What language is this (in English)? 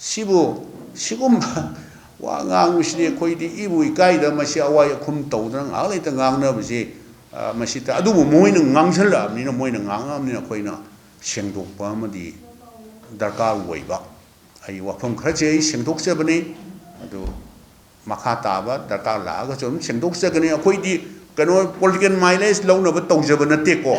Manipuri